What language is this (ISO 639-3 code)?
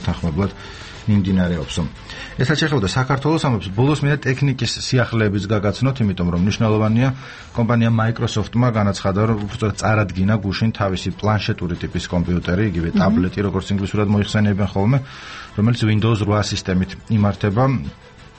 kat